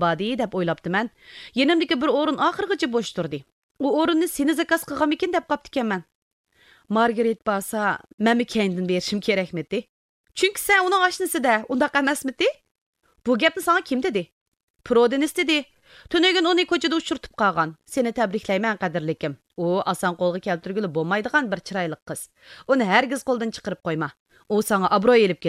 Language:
Uyghur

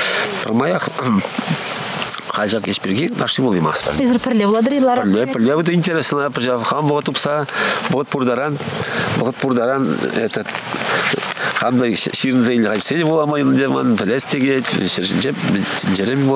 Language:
Chuvash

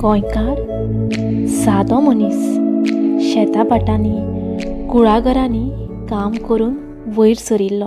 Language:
Konkani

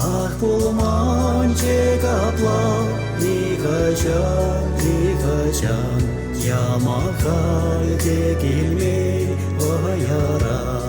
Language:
Chuvash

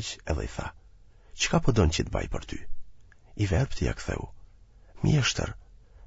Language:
Albanian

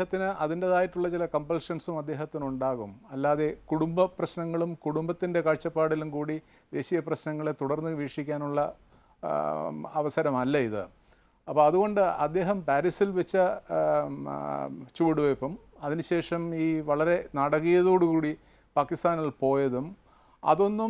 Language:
Malayalam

